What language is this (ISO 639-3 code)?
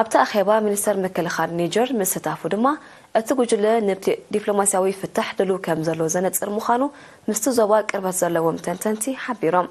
tir